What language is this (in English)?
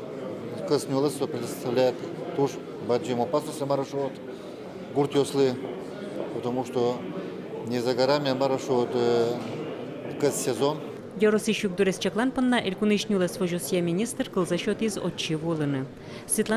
Udmurt